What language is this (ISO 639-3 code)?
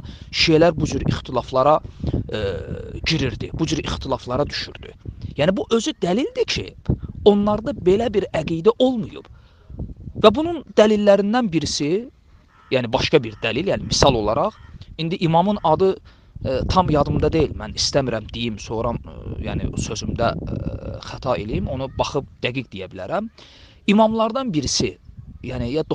aze